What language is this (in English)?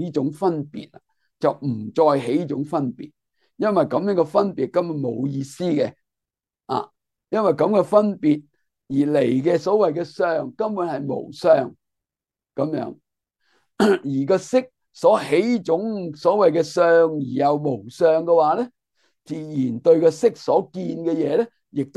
Cantonese